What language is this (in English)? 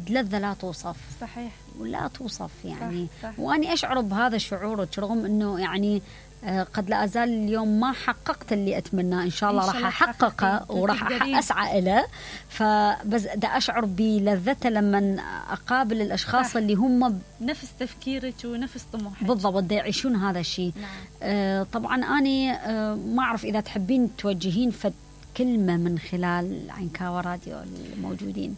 Mesopotamian Arabic